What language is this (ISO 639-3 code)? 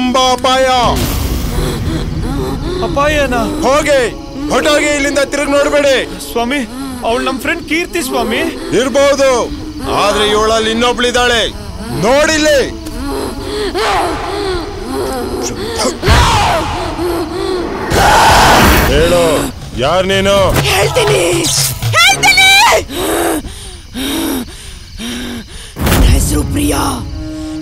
kan